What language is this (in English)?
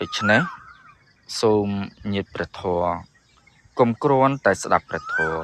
Khmer